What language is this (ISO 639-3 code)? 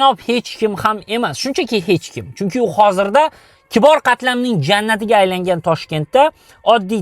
uzb